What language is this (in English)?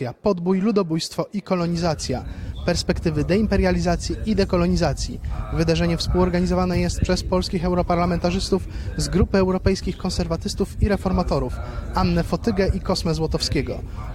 Polish